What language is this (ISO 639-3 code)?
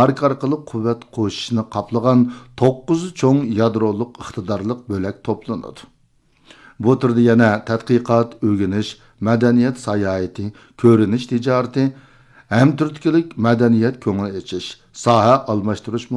uig